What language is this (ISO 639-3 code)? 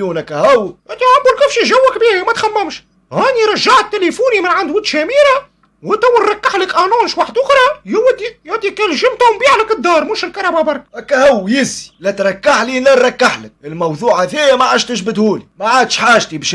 aeb